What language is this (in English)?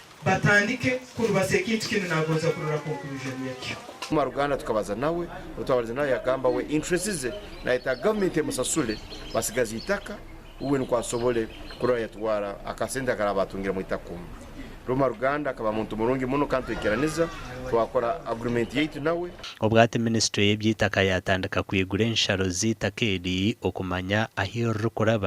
Nyankole